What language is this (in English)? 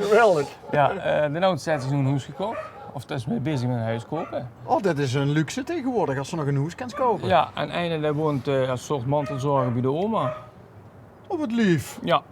Limburgish